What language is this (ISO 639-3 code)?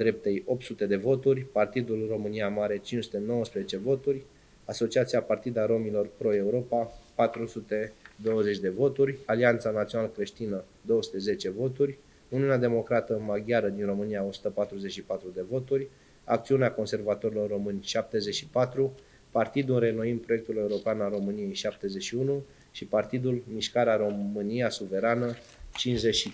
ron